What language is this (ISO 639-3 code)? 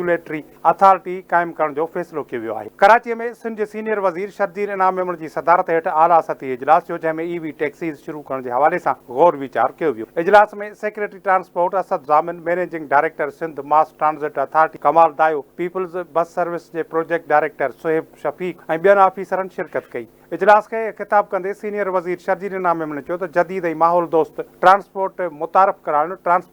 snd